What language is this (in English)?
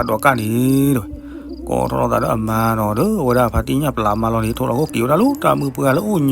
S'gaw Karen